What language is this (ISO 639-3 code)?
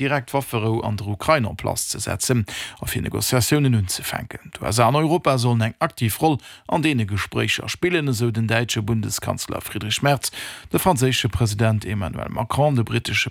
ltz